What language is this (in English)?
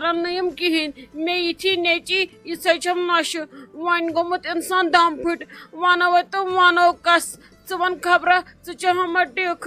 Kashmiri